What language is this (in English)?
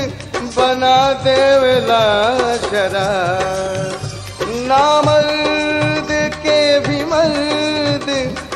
Bhojpuri